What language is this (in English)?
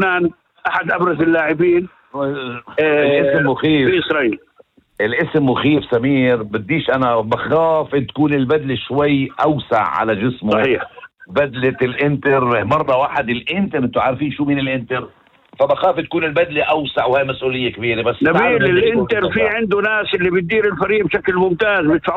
North Levantine Arabic